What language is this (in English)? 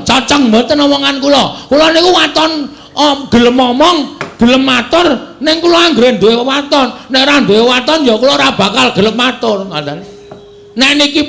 Javanese